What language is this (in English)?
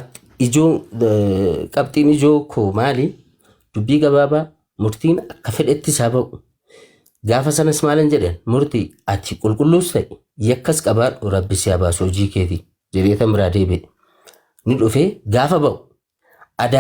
Oromo